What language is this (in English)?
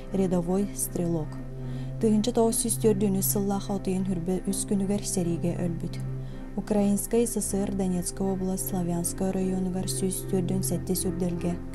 Yakut